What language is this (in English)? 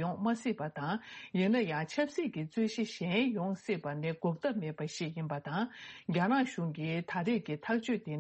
Tibetan